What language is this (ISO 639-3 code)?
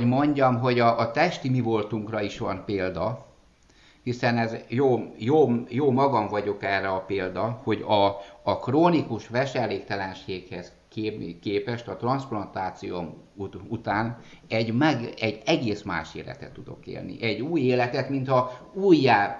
hun